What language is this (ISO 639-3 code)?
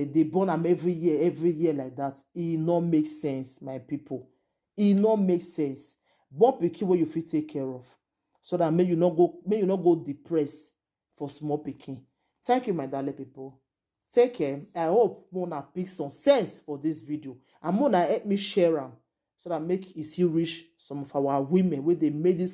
pcm